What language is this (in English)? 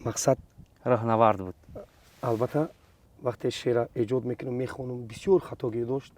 Tajik